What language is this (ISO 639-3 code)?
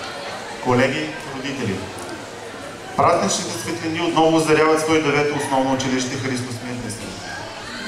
bul